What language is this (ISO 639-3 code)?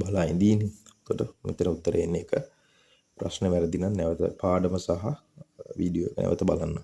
sin